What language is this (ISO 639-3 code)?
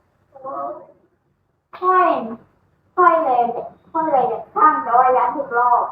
lao